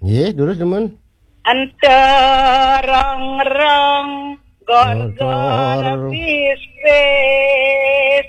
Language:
Balinese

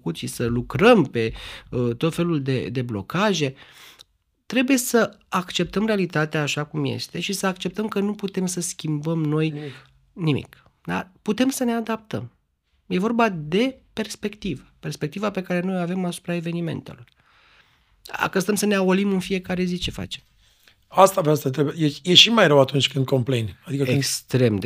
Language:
Romanian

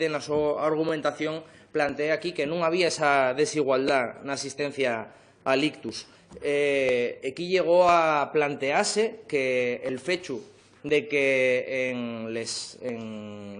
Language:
Asturian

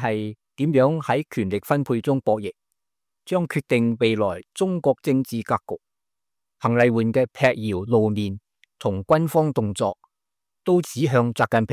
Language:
Cantonese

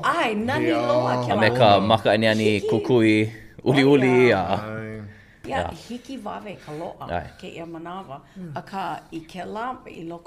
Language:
Hawaiian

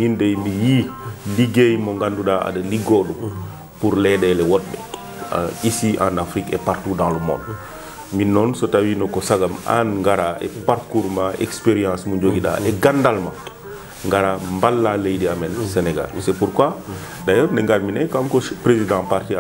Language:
Fula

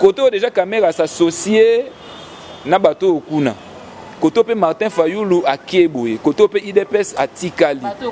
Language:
Lingala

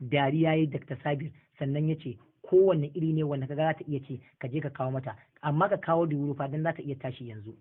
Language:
Hausa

